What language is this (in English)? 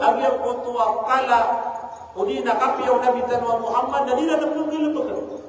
Maranao